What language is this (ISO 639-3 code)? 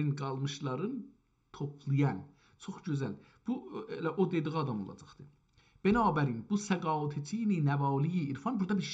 azb